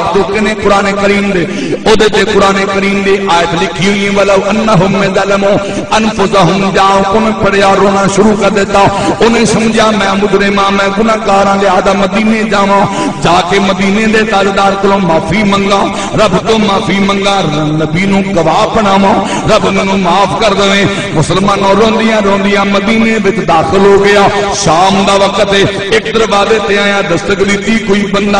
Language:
Saraiki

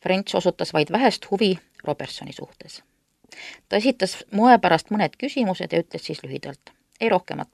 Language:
Estonian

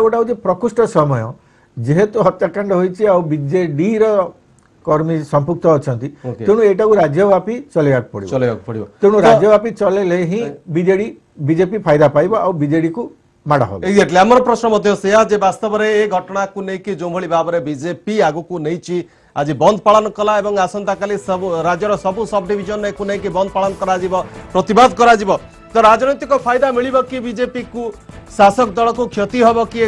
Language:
Odia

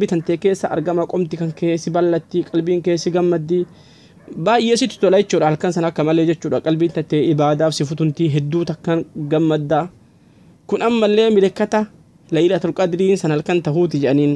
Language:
Oromo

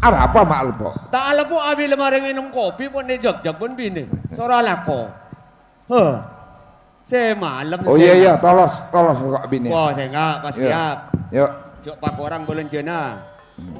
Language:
Madurese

